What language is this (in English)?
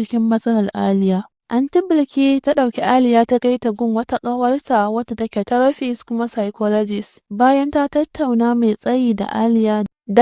Hausa